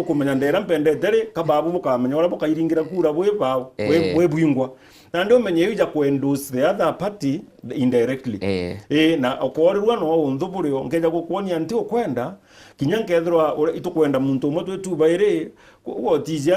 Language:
Meru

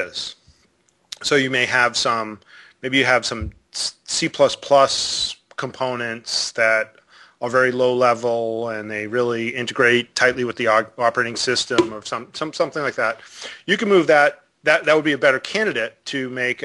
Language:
English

